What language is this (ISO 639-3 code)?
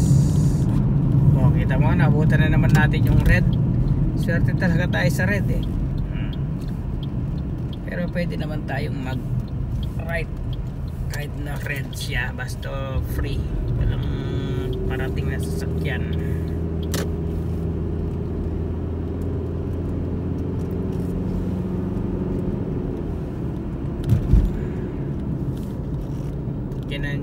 fil